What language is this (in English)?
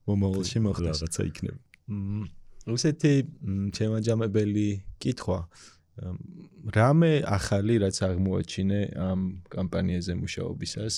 Georgian